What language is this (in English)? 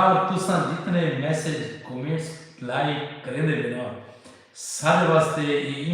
Saraiki